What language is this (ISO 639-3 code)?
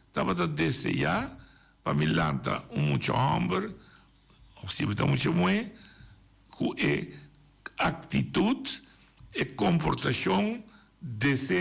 pap